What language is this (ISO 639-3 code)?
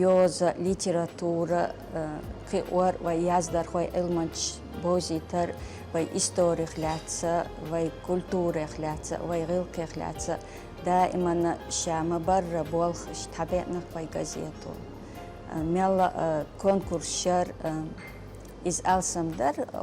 che